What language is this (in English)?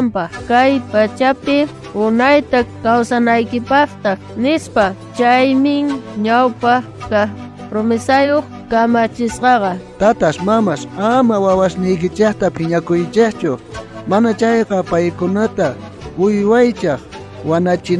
South Bolivian Quechua